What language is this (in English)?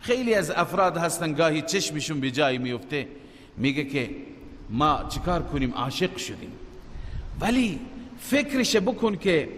Persian